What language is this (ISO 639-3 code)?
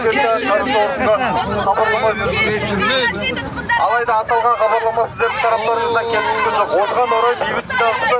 kaz